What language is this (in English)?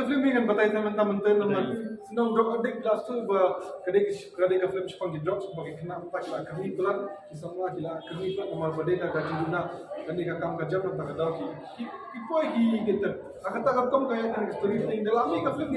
Khasi